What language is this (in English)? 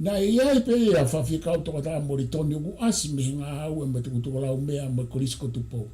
Tongan